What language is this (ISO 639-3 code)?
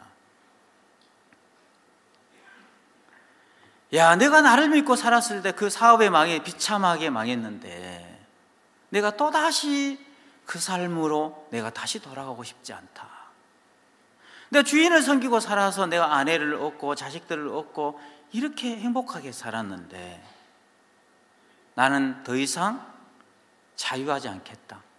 kor